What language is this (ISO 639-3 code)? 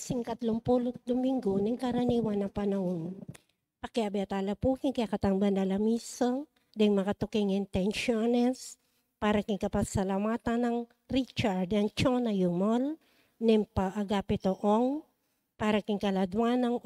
pam